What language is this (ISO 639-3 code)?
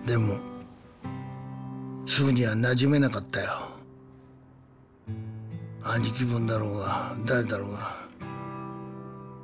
jpn